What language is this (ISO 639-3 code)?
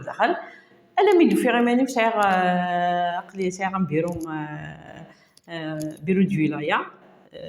kab